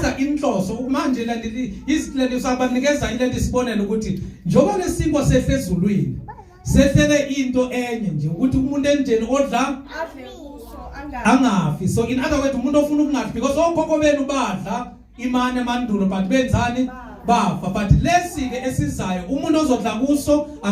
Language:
Zulu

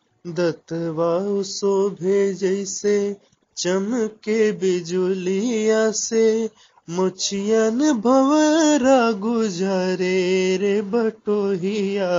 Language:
Bhojpuri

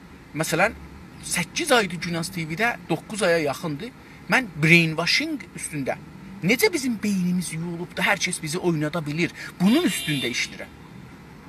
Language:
South Azerbaijani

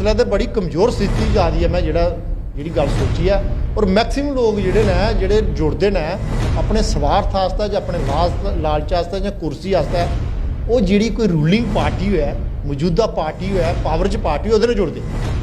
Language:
Dogri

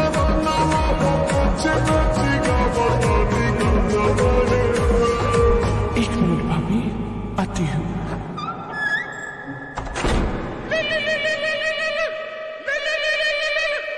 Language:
Bhojpuri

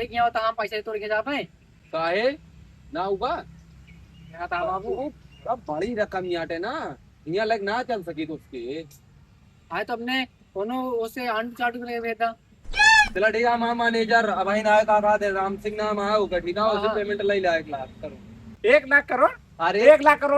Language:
Awadhi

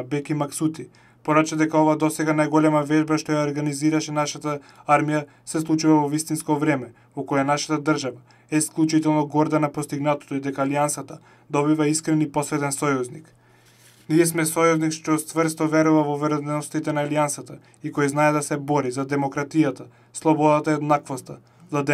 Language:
Macedonian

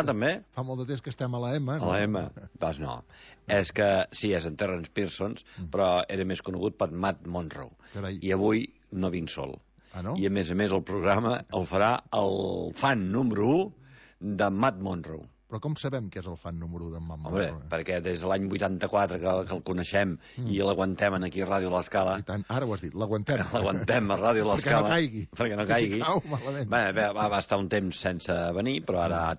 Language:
Catalan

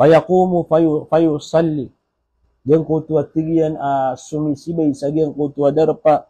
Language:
Maranao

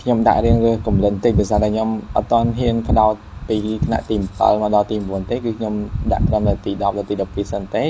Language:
Khmer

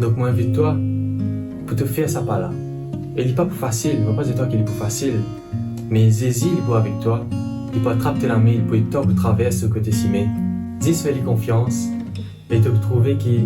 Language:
Morisyen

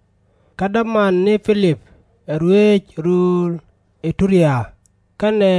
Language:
Nuer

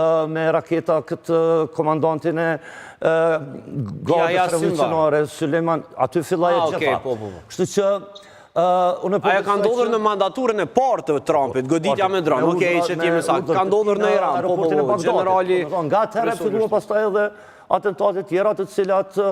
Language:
Albanian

